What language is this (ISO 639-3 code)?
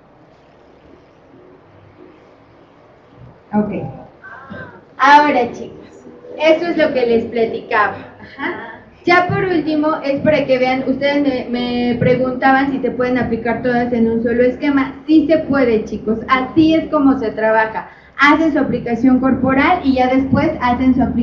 spa